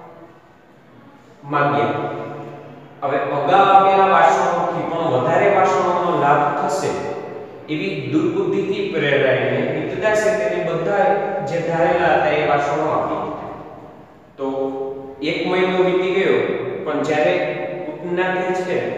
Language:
Gujarati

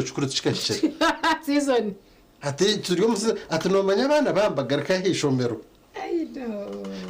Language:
Nyankole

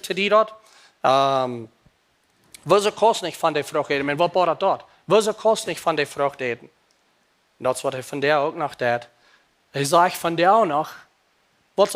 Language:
Plautdietsch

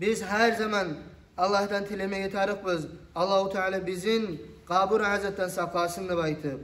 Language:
Kumyk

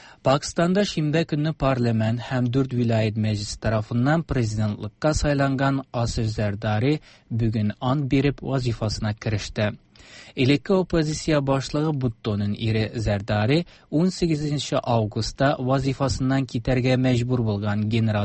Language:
Tatar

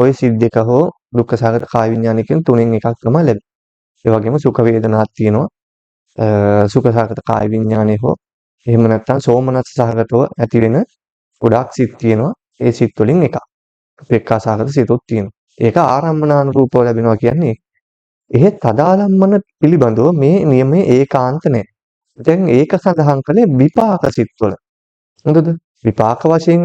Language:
Sinhala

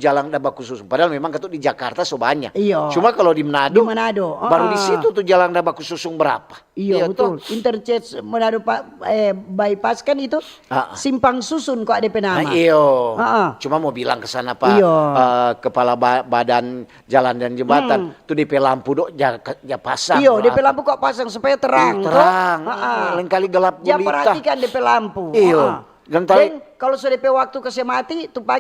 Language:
Manado Malay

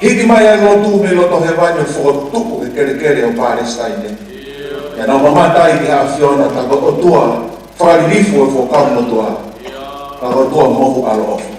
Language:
Tongan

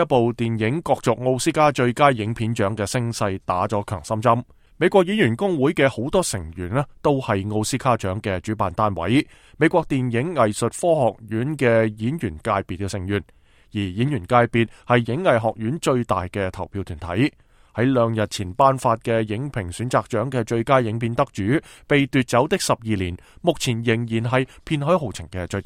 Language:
Cantonese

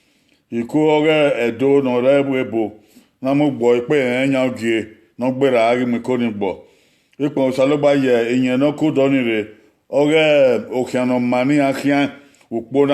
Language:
Bini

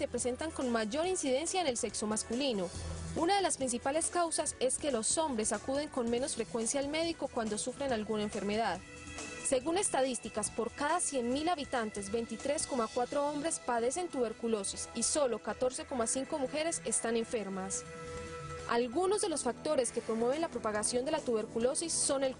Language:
Spanish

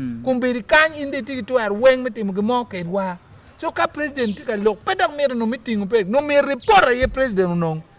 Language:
Acoli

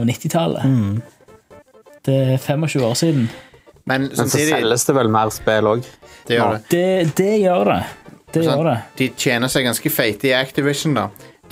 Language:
Norwegian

